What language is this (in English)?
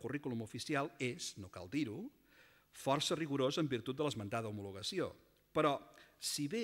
Catalan